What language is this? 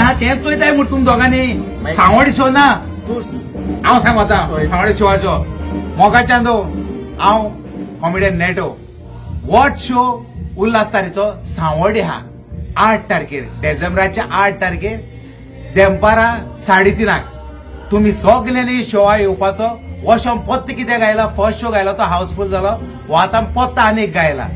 Konkani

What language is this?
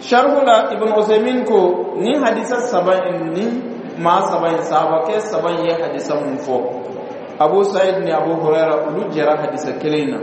Bambara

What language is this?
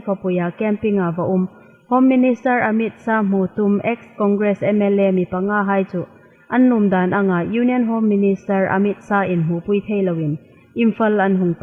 Hmar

